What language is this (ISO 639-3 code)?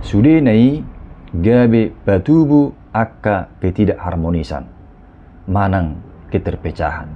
bbc